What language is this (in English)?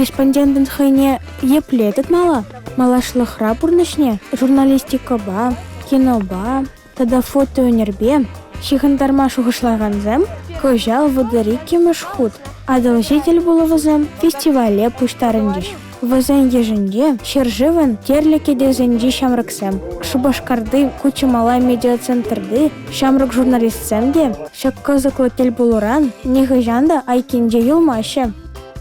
Chuvash